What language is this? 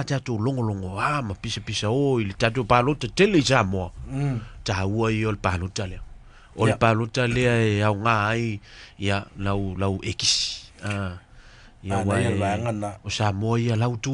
Samoan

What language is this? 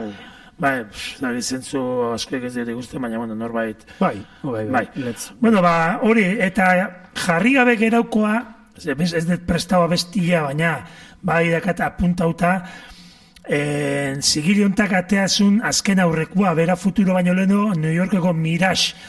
Basque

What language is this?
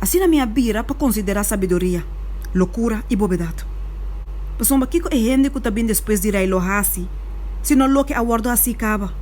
Papiamento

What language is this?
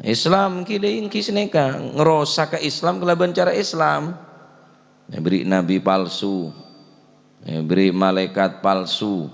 Madurese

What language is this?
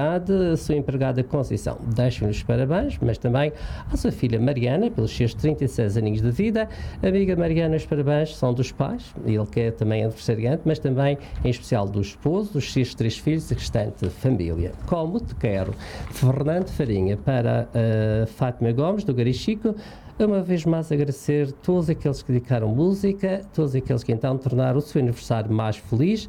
Portuguese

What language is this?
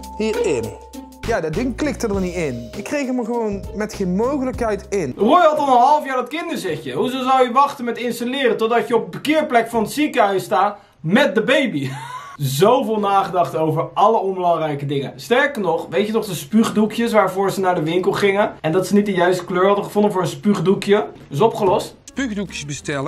Dutch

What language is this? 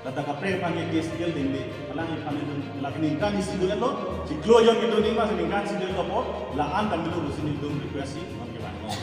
Karbi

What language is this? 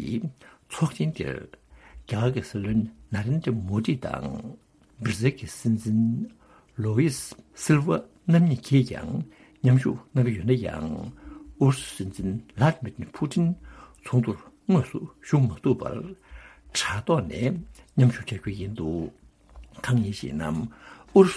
Tibetan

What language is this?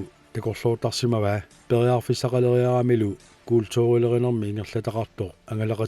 Kalaallisut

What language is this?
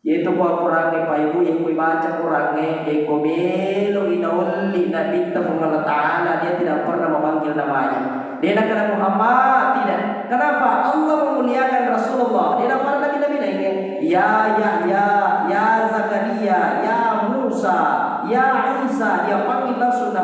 Buginese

